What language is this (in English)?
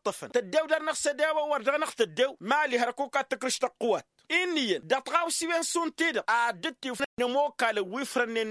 Tamasheq